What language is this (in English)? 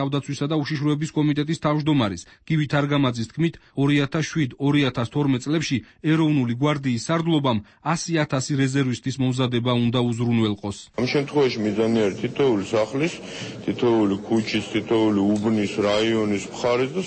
Georgian